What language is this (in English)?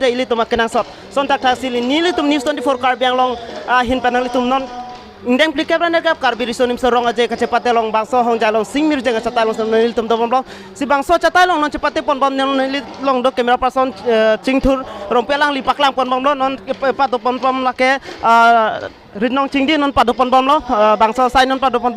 Karbi